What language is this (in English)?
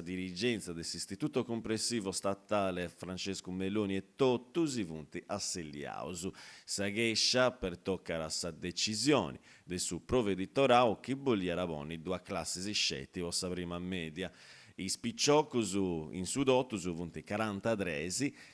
Sardinian